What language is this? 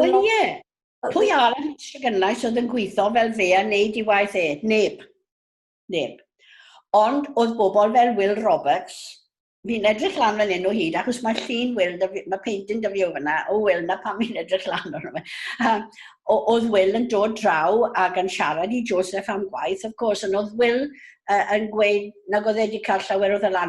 Welsh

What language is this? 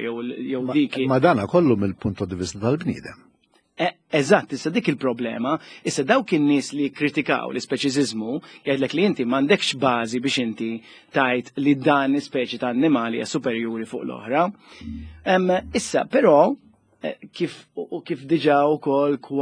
Maltese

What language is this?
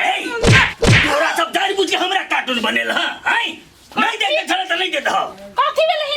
Maithili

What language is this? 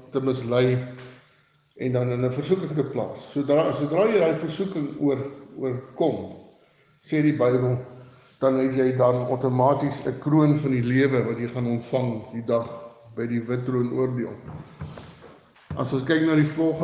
Afrikaans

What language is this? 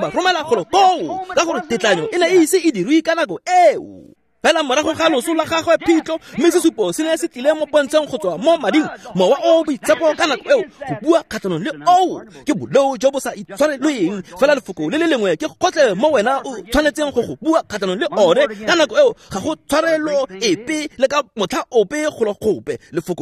Tswana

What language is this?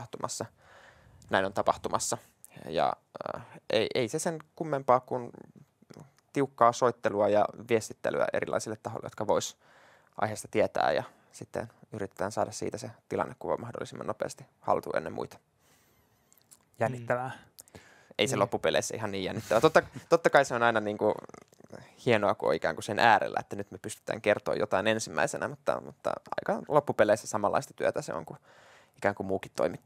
Finnish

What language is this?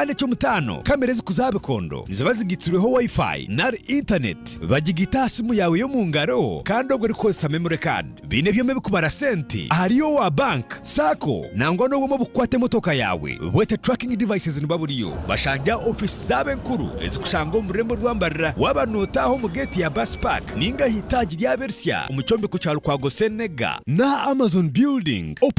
Nyankole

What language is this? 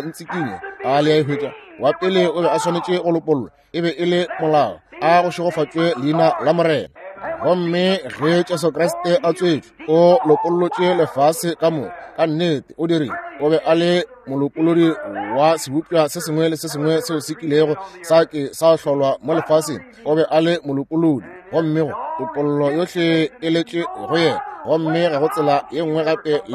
Northern Sotho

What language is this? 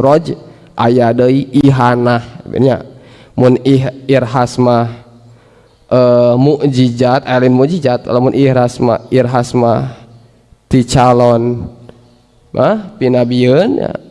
Sundanese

